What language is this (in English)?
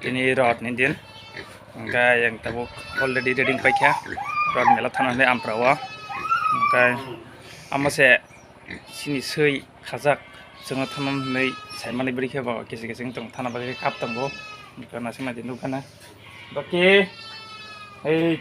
Kok Borok